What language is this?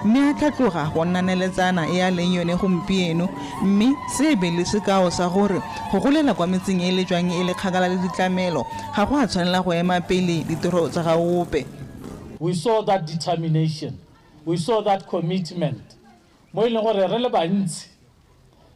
Tswana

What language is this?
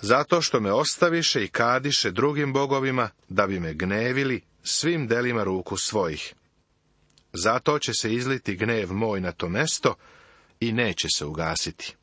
Serbian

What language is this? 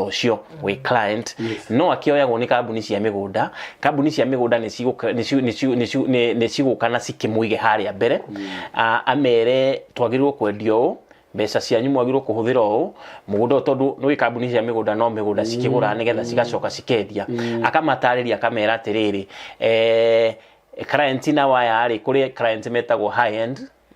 Kikuyu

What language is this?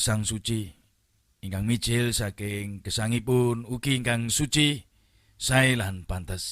Javanese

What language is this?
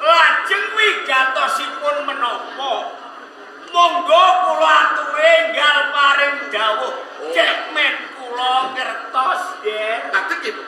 Javanese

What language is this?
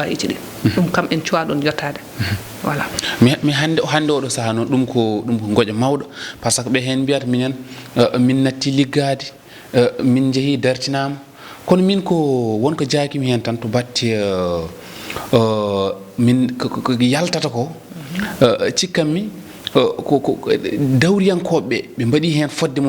Fula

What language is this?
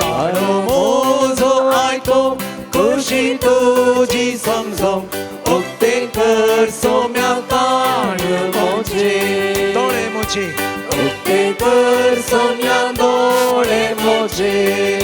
Konkani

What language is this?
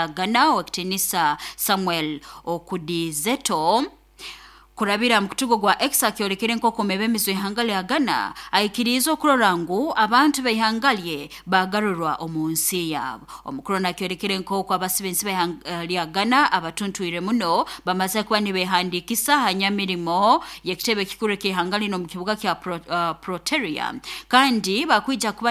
Nyoro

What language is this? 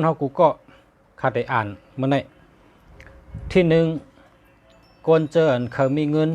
Shan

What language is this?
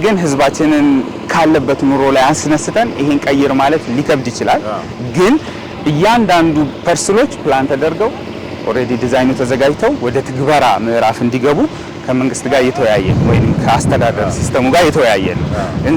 Amharic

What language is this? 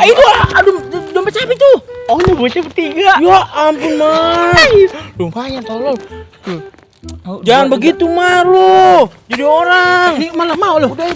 Betawi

